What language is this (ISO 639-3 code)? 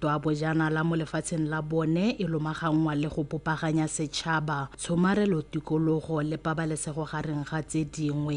tsn